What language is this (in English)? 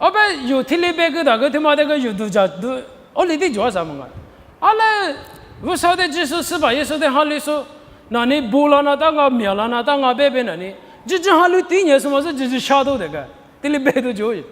Lisu